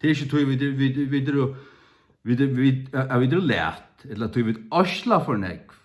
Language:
Faroese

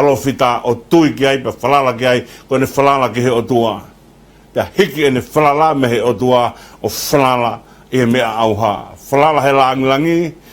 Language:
Tongan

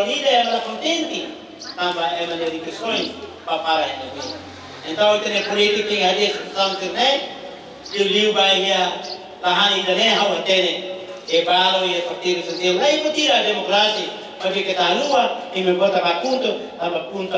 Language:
Tetum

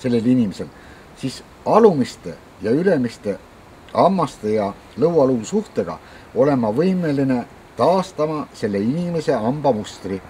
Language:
Estonian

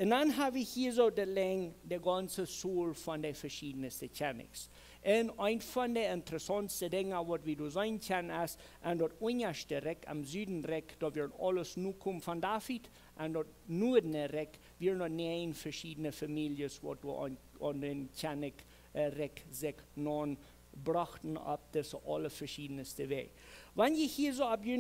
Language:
Plautdietsch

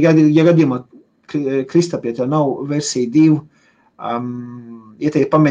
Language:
Latvian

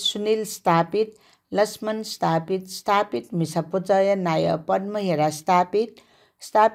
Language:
Newari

